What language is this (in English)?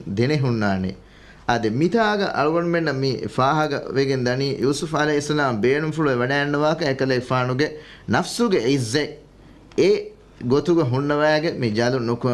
Divehi